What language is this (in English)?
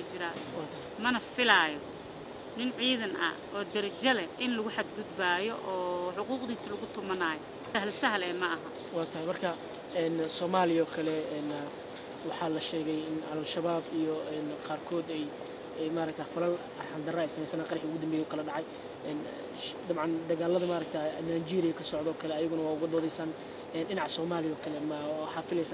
Somali